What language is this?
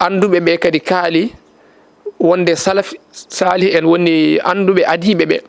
Fula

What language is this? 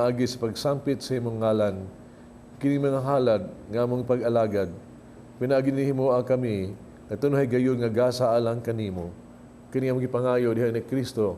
Cebuano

